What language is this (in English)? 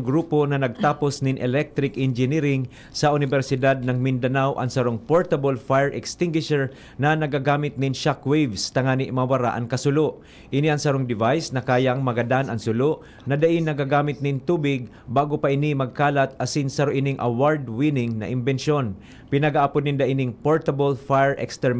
Bikol